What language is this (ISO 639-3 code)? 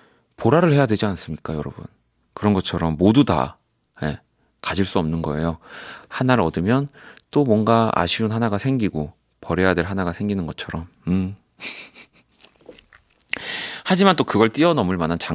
kor